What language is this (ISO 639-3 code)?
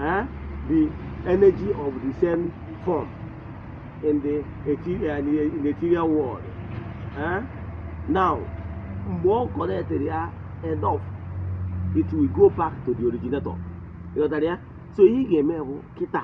ibo